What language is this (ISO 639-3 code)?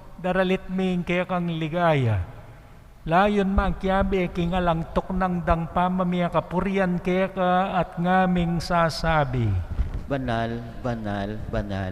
pam